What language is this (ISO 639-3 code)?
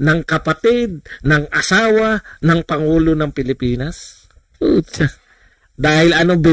fil